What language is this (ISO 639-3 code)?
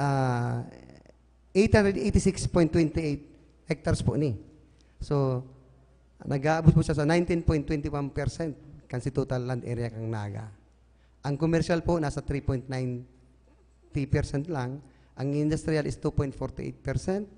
bik